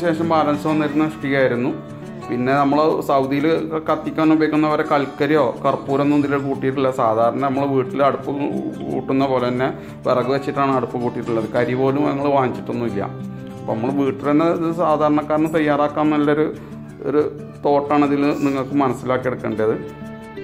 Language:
Malayalam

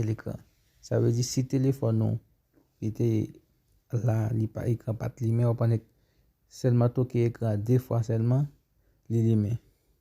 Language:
Haitian Creole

